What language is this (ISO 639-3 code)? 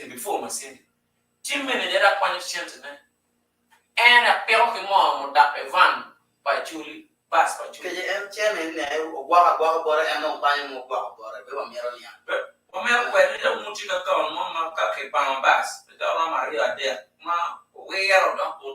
ach